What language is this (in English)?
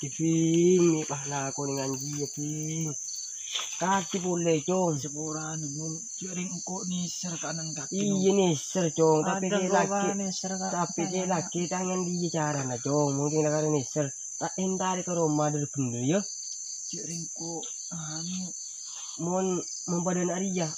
Madurese